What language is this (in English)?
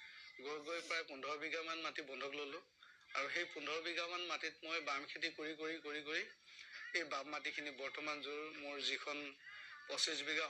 Assamese